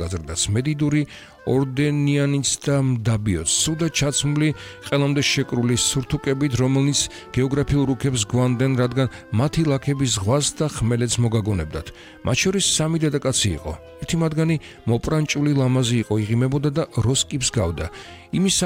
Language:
Georgian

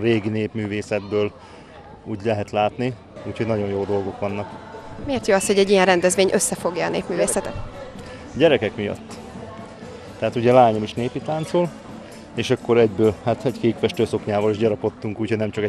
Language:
Hungarian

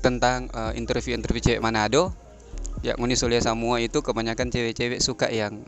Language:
Manado Malay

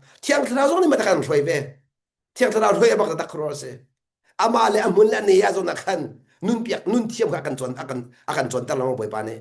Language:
Hakha Chin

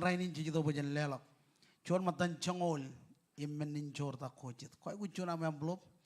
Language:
Marshallese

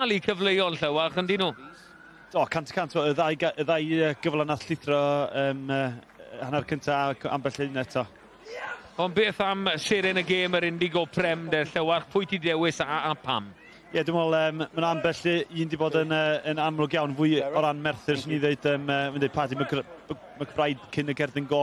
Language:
Welsh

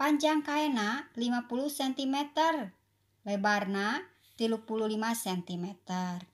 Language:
Sundanese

